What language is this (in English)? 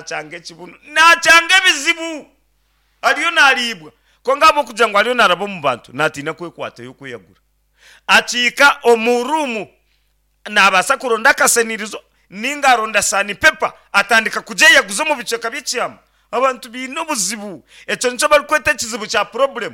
Nyankole